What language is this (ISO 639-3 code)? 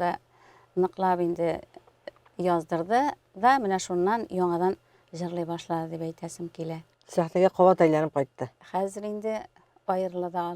tat